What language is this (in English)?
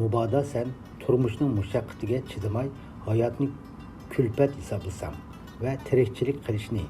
Uyghur